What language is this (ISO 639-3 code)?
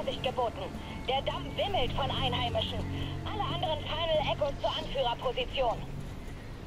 deu